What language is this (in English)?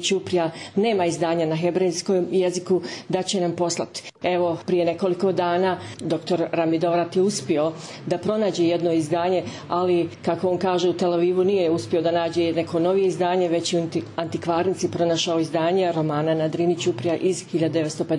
Bosnian